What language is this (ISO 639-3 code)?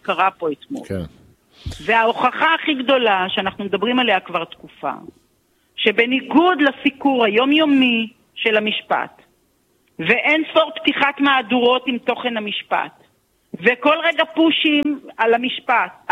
heb